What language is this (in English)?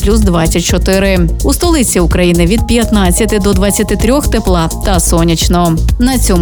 Ukrainian